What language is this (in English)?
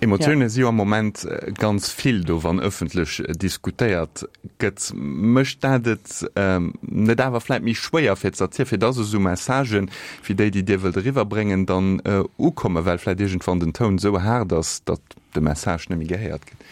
Luxembourgish